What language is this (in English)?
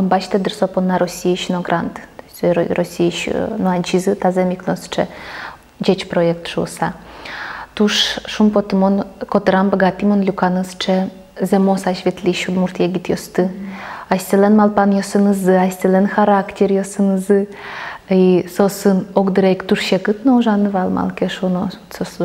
Udmurt